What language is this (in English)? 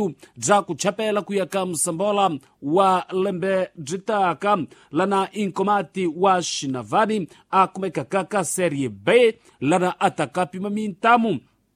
Tsonga